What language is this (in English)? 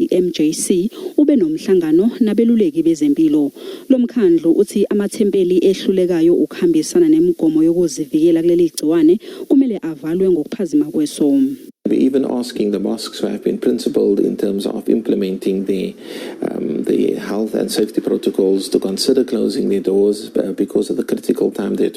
Zulu